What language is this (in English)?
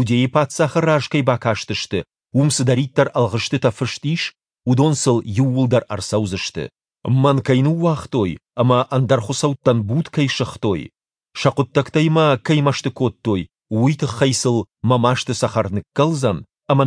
Ossetic